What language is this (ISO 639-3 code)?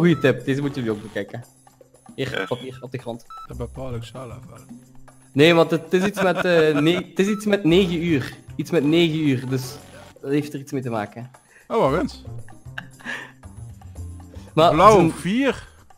nld